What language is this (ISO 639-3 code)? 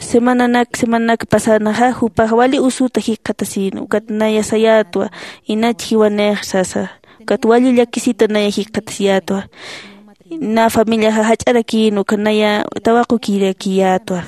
aym